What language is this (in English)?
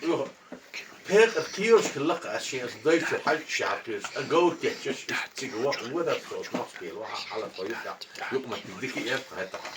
Chechen